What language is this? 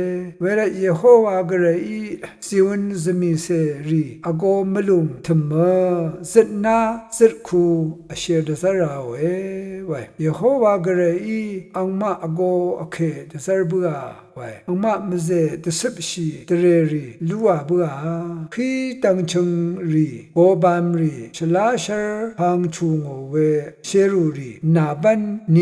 Rawang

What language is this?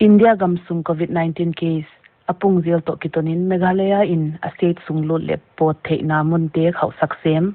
Paite Chin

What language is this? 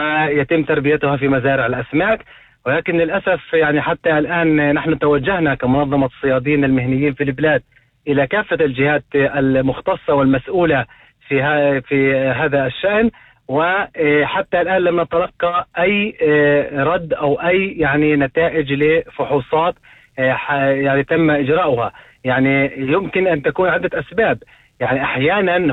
North Levantine Arabic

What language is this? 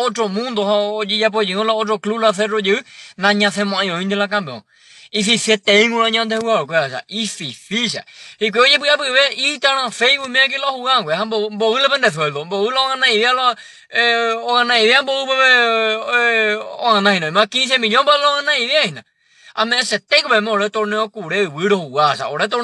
Guarani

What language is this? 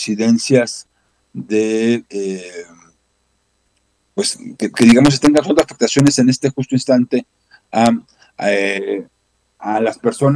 Spanish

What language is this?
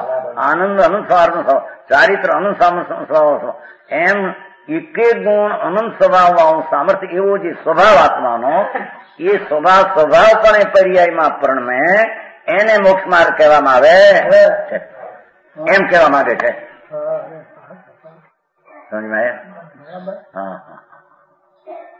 Gujarati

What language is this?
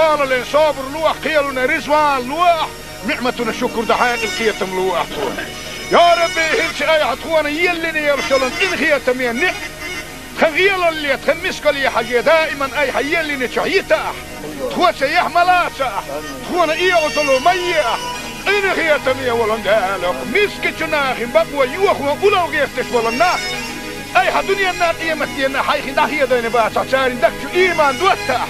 Chechen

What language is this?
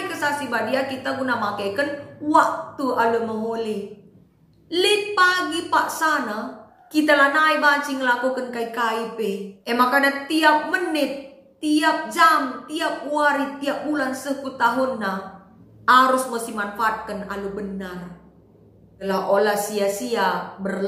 Batak Karo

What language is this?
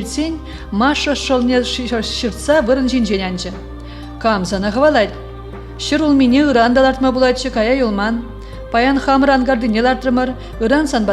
Chuvash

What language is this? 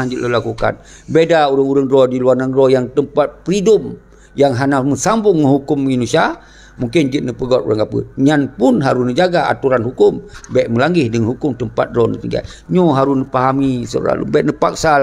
Achinese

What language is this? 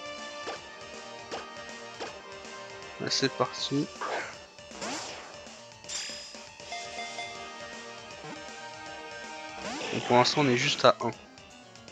French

